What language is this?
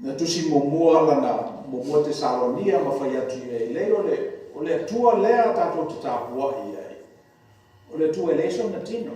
Samoan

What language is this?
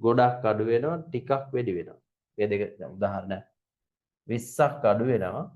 Sinhala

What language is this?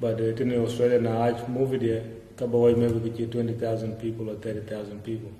Dinka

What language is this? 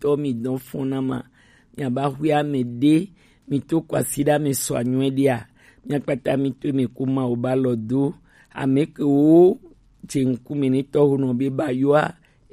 Gen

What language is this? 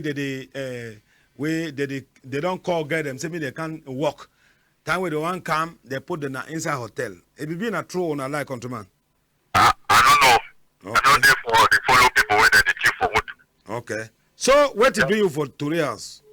Cameroon Pidgin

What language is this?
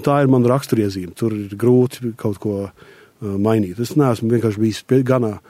Latvian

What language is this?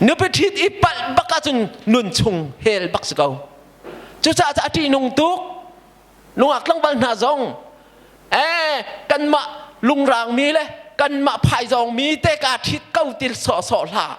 Hakha Chin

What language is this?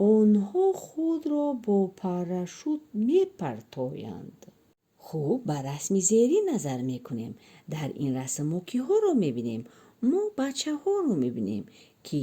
Tajik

